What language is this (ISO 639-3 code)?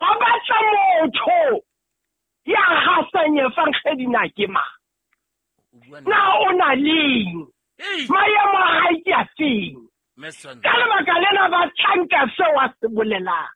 sot